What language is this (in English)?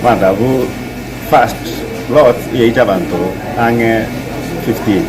Gusii